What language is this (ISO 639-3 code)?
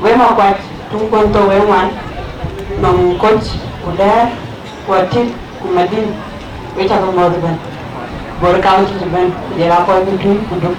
din